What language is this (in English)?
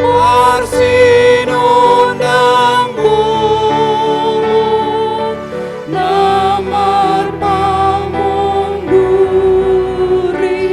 Batak Toba